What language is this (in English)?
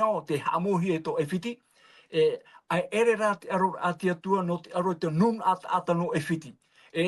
Tahitian